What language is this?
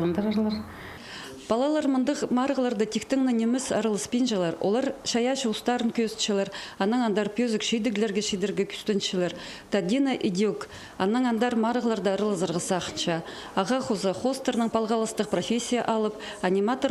Khakas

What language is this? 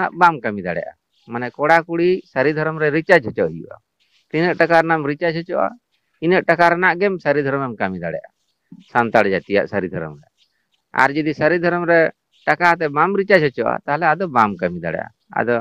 Santali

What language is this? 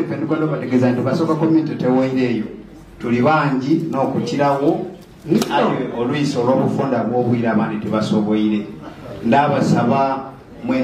Soga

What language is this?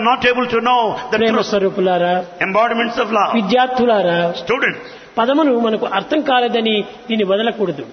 Telugu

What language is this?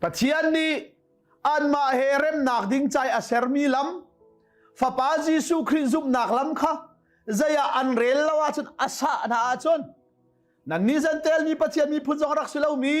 Hakha Chin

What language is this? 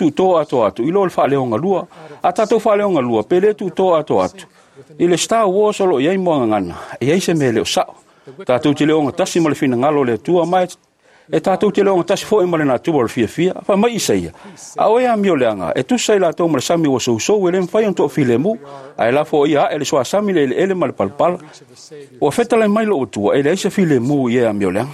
Samoan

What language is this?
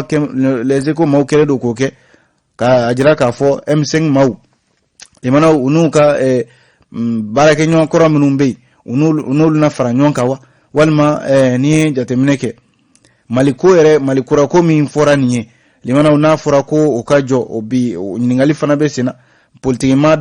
Bambara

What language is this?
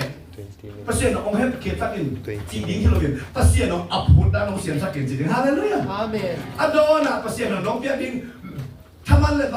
Tedim Chin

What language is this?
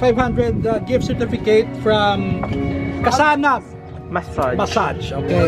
Hiligaynon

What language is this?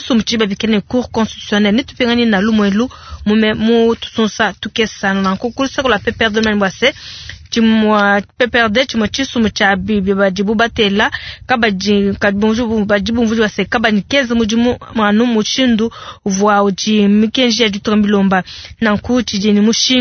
Luba-Lulua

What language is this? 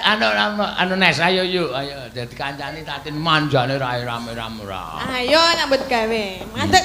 Javanese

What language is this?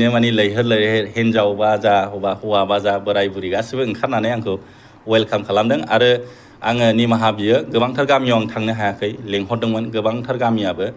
Bodo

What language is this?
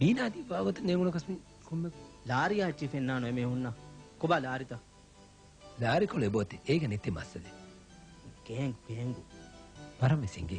Divehi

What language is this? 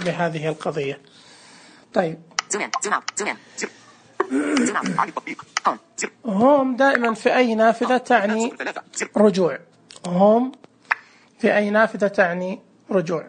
Najdi Arabic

